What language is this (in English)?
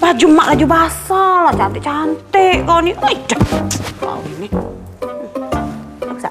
Musi